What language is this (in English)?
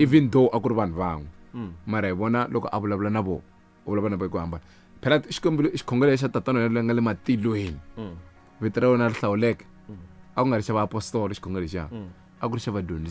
Tsonga